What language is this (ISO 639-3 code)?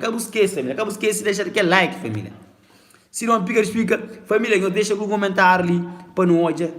kea